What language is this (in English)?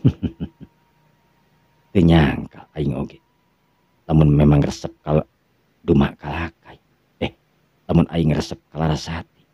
Sundanese